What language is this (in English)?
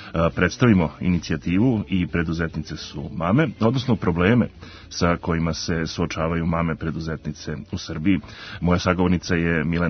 Serbian